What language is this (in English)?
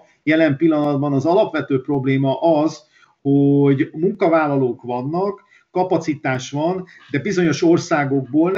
Hungarian